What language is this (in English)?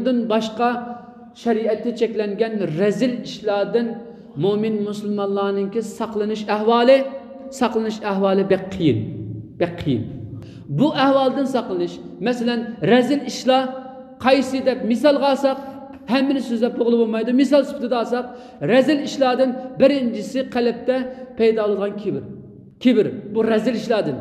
Uyghur